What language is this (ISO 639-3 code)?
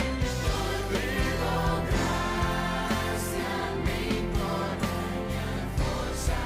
pap